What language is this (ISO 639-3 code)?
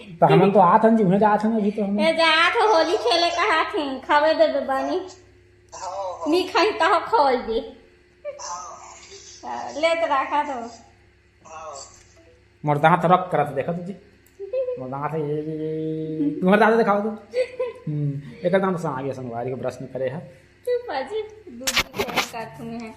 hne